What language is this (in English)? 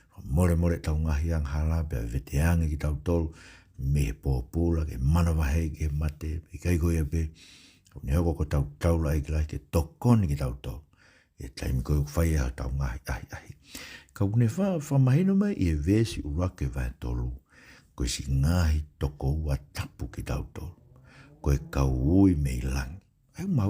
Tongan